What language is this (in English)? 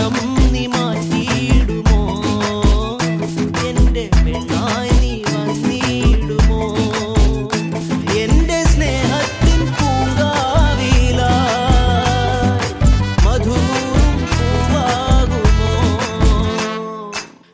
Malayalam